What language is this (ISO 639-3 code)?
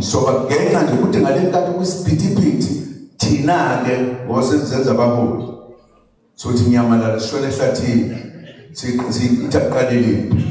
zul